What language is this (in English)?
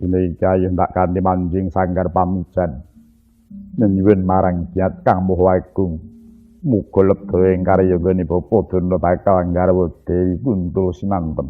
Javanese